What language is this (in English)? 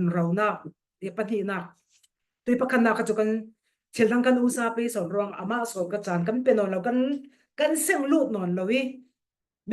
Falam Chin